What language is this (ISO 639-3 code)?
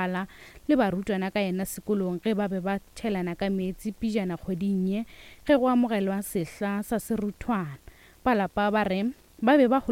nso